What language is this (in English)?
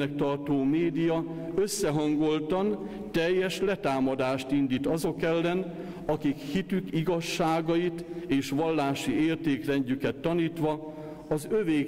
Hungarian